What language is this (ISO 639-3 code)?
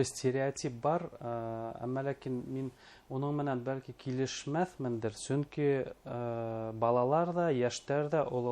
bak